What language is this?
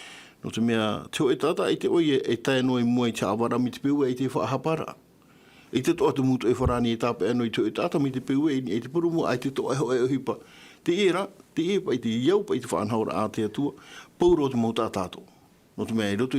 Tahitian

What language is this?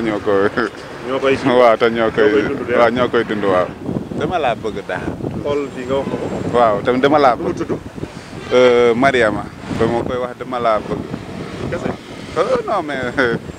Wolof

